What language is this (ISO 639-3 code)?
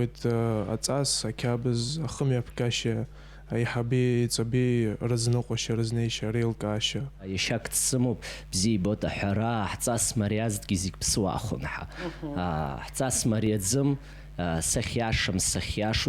abk